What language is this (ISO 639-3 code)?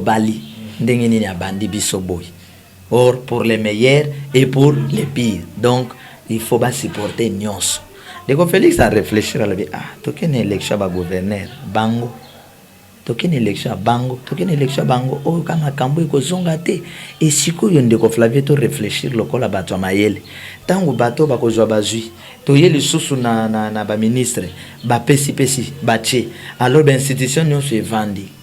lin